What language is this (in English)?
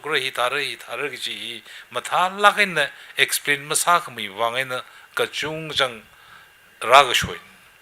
Tangkhul Naga (India)